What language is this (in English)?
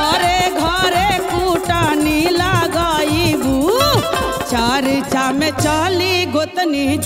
Bhojpuri